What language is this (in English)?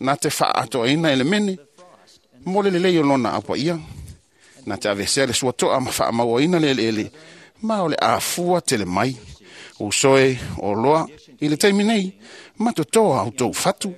Samoan